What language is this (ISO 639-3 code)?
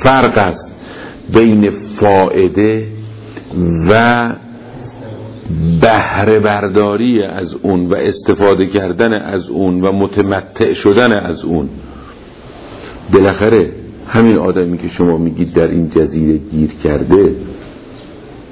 fas